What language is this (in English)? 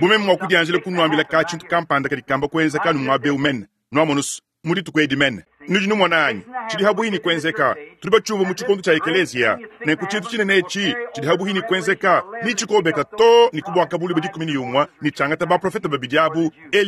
Luba-Lulua